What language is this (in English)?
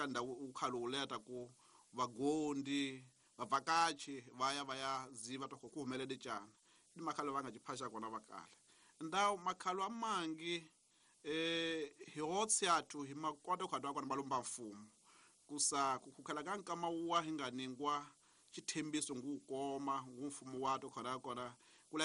Tsonga